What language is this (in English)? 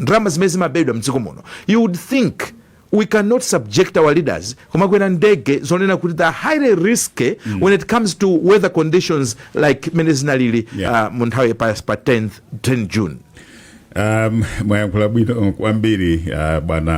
Nyanja